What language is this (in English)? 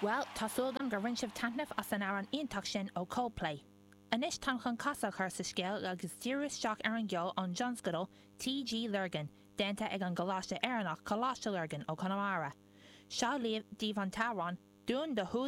Irish